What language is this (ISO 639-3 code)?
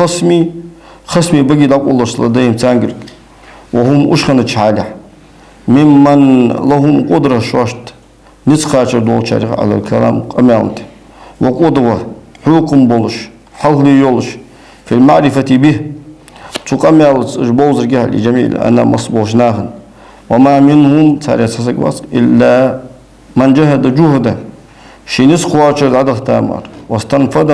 inh